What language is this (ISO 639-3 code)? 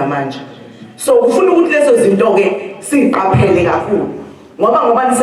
zul